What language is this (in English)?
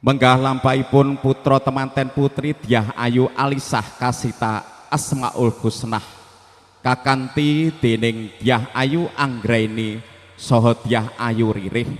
Javanese